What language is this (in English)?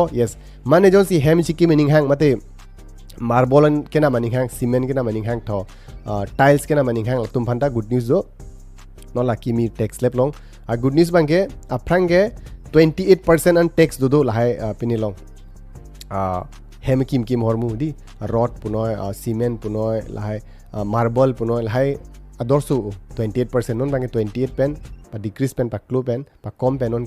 Karbi